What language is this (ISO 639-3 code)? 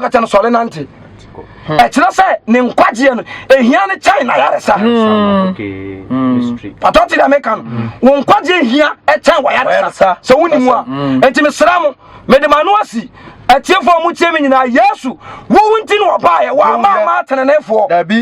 aka